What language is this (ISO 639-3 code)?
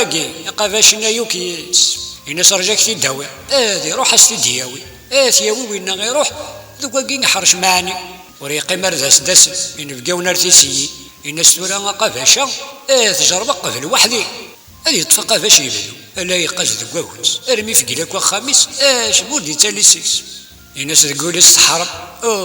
kab